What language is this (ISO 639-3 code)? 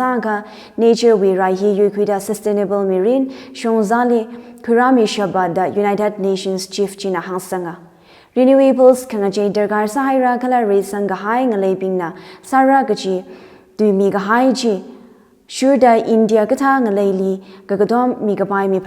nmf